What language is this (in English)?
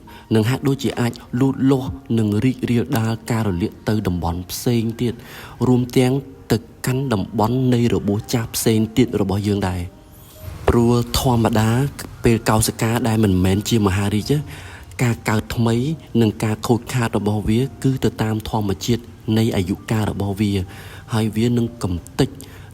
Khmer